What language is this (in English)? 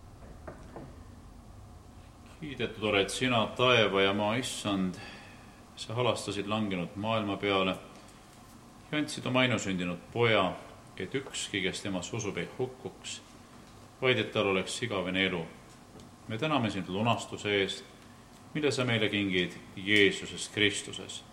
Estonian